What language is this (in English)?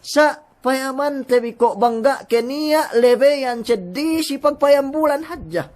Yakan